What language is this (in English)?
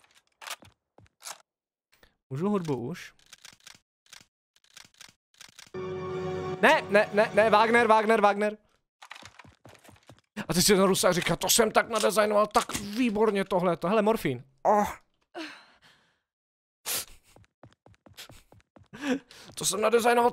Czech